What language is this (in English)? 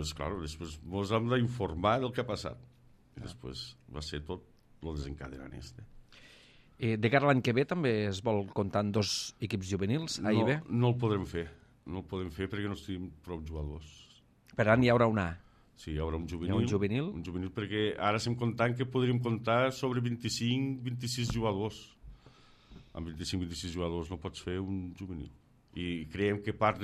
Catalan